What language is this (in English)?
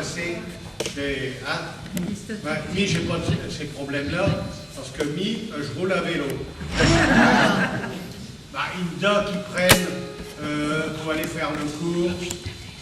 Picard